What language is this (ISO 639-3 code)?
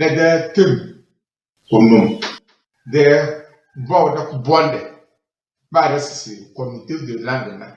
kdh